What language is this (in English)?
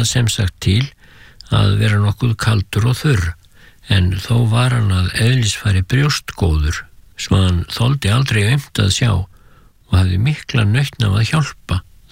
Icelandic